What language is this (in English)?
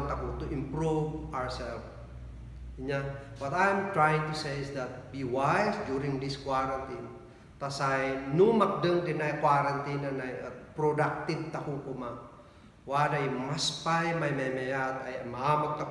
Kankanaey